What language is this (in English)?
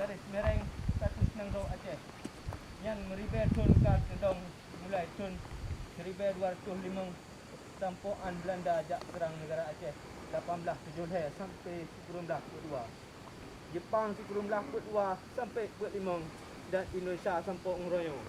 Achinese